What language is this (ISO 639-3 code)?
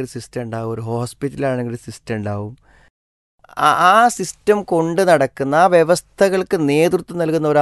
mal